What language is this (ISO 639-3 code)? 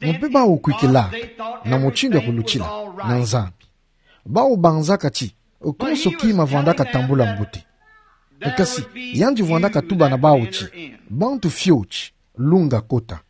ktu